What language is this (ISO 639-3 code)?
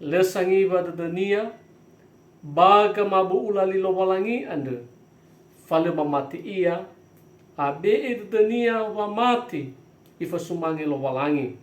nia